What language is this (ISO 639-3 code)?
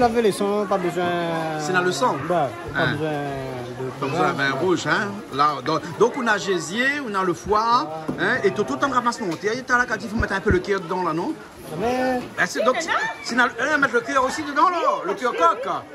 rcf